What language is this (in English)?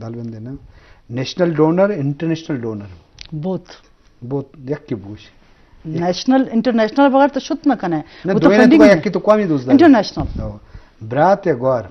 Eastern Balochi